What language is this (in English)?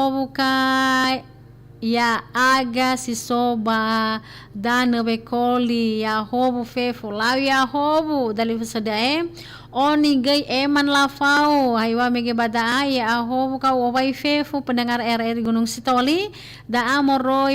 Nias